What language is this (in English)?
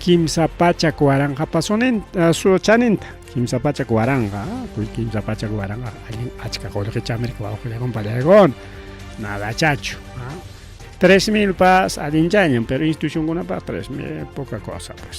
Ayacucho Quechua